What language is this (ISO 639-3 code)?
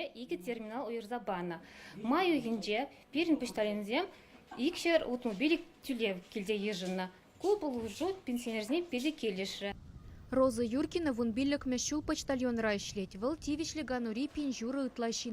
chv